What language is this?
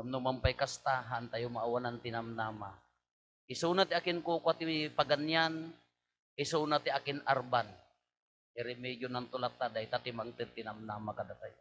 Iloko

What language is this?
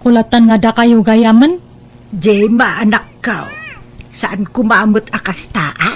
Iloko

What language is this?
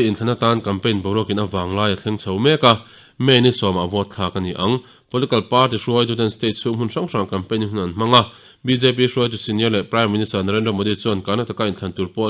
Mizo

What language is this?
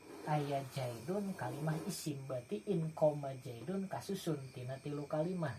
Sundanese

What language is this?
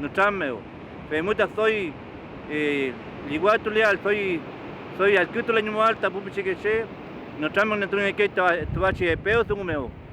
Mapuche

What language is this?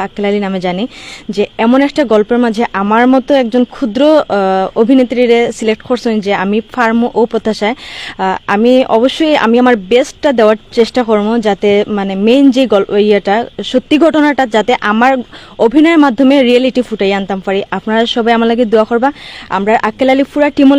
Sylheti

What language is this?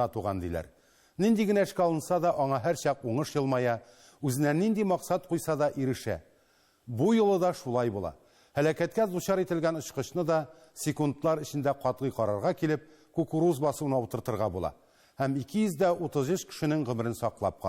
Tatar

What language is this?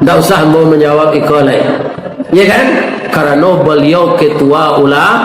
Minangkabau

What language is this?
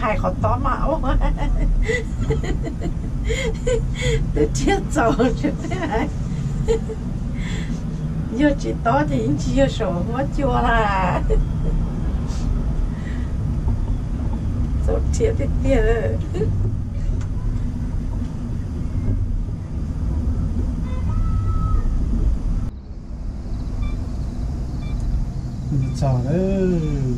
Vietnamese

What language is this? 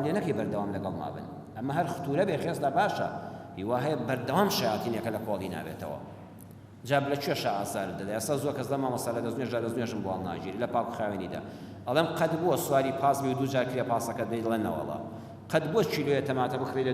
Central Kurdish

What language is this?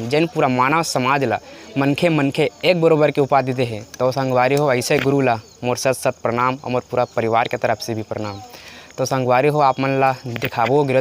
Chhattisgarhi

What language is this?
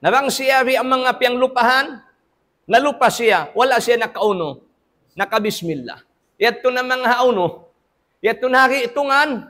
Tausug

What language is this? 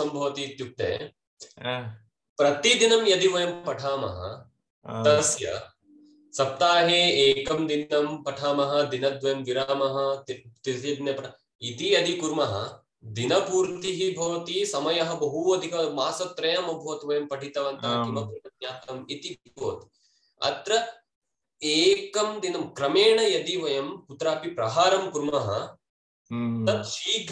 Sanskrit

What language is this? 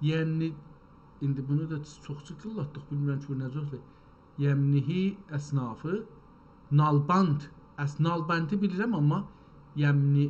South Azerbaijani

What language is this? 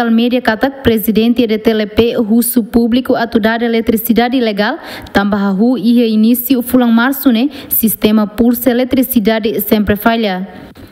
Tetum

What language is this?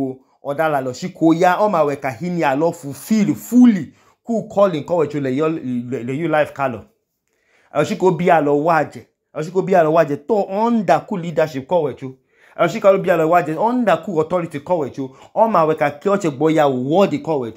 Idoma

